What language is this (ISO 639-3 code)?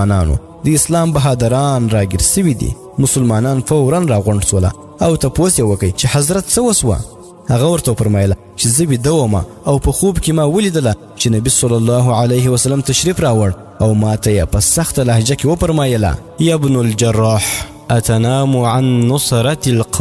pus